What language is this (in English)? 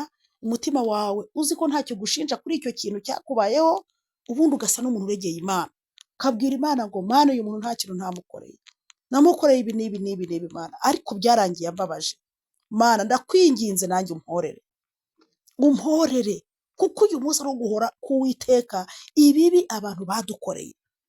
Kinyarwanda